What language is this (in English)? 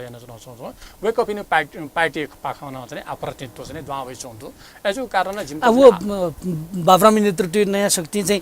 Newari